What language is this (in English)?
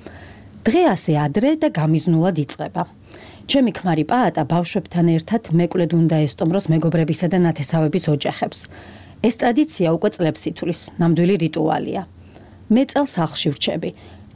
Georgian